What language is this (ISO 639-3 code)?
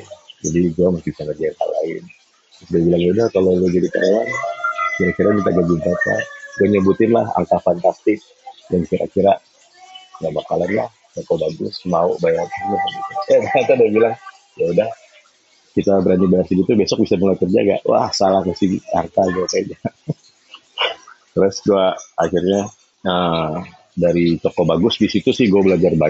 ind